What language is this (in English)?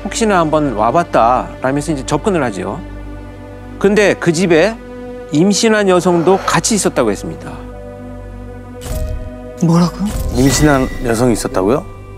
Korean